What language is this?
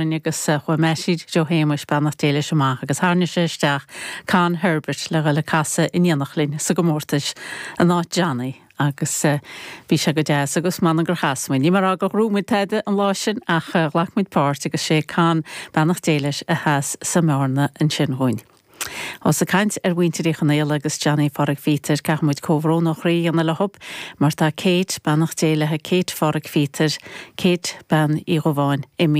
Irish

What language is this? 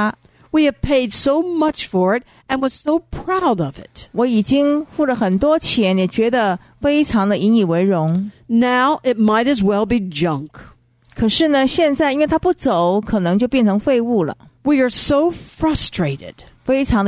Chinese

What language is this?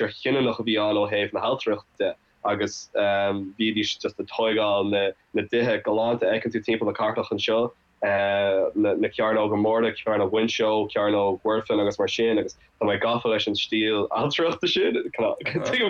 Irish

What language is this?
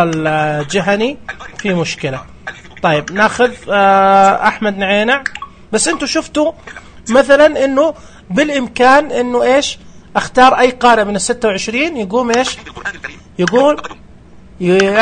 Najdi Arabic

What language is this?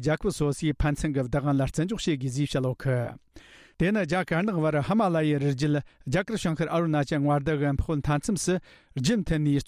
Tibetan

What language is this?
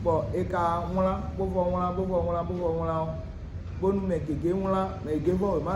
Fon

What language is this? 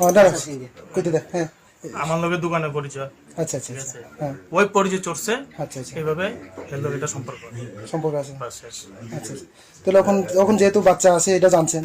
Riang (India)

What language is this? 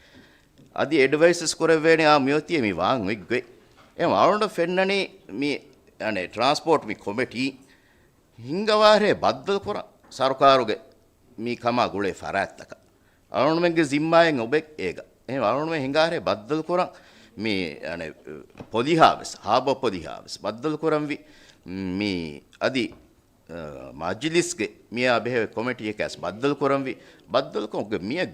Divehi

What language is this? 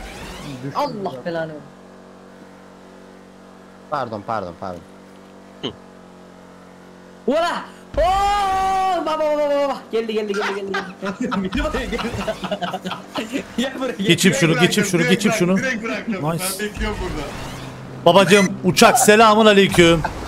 Turkish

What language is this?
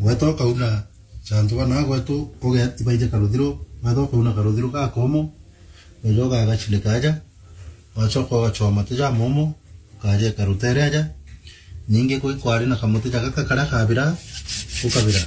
Meru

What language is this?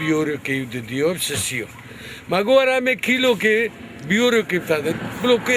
Kurdish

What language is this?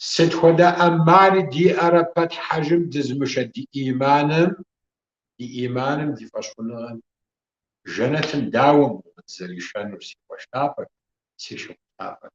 Kabardian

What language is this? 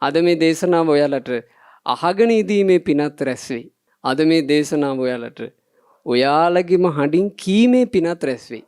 Sinhala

